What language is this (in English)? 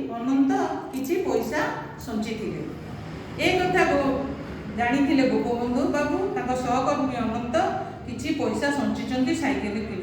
Odia